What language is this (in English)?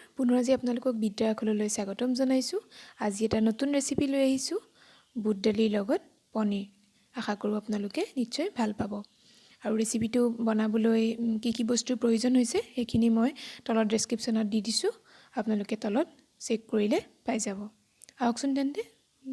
Assamese